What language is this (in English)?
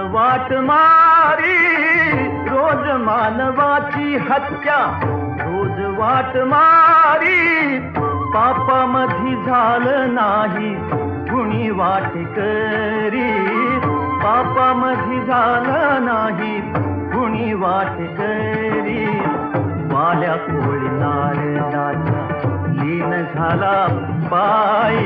Marathi